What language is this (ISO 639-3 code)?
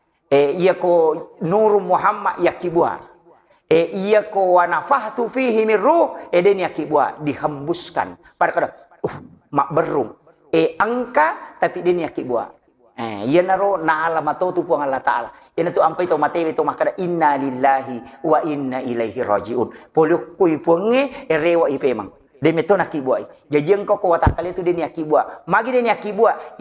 bug